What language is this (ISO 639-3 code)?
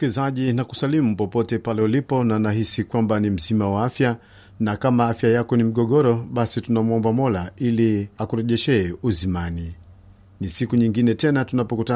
swa